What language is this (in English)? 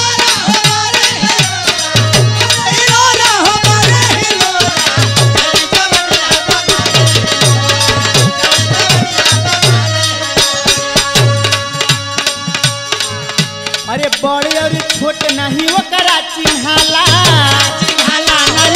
Bhojpuri